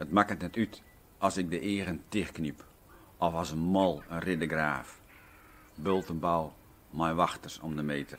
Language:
Western Frisian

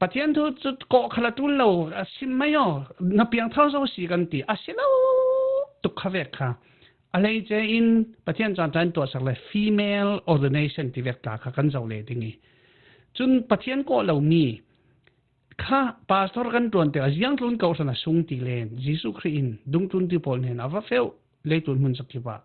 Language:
Falam Chin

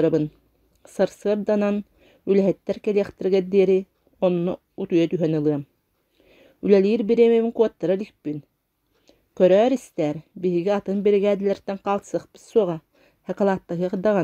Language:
Yakut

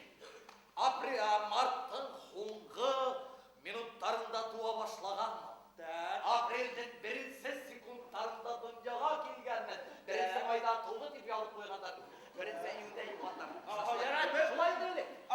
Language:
Bashkir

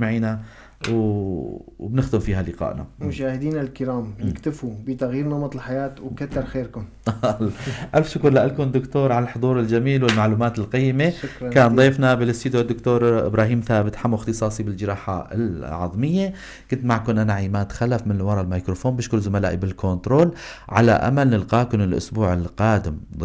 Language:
North Levantine Arabic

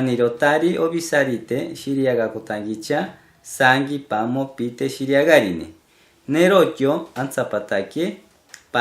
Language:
Machiguenga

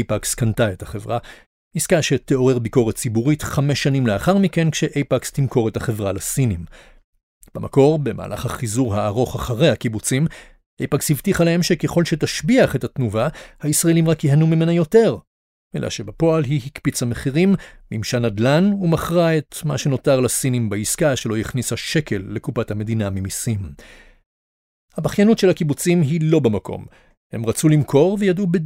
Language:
Hebrew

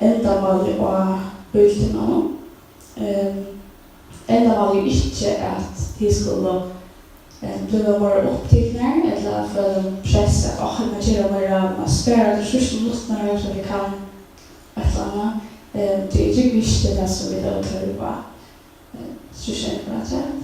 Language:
Faroese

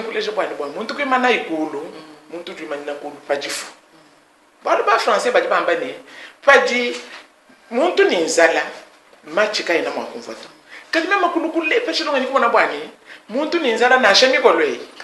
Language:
Luba-Lulua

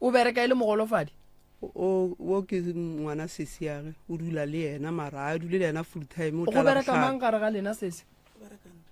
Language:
Northern Sotho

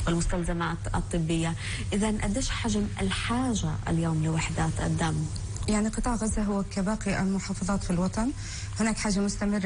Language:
North Levantine Arabic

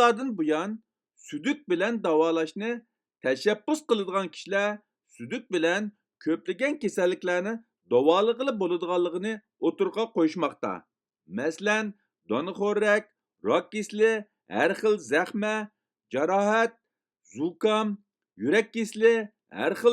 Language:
Uyghur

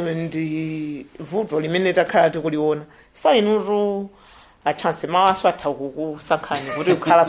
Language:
Nyanja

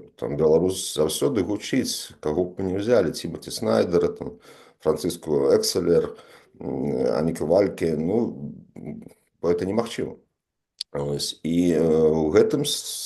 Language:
Belarusian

